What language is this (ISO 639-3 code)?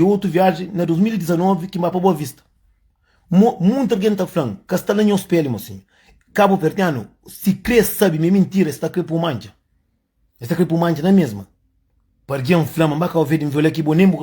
kea